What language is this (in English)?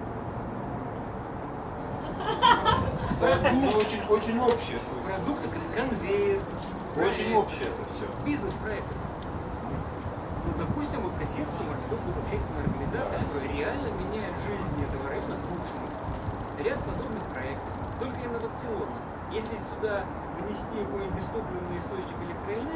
Russian